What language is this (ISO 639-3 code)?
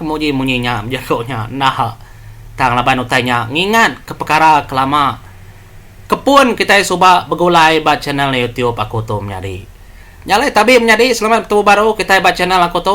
iba